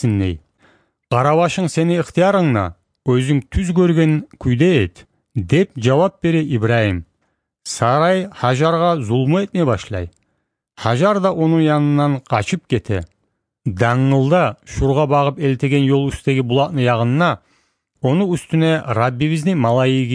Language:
Kumyk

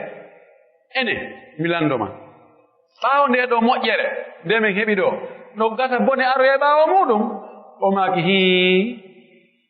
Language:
Pular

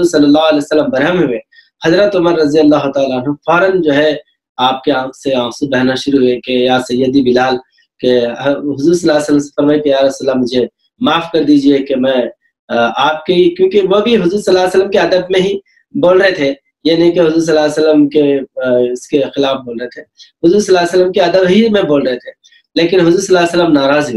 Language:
Urdu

